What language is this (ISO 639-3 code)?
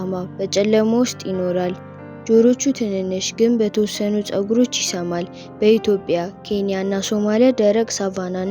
amh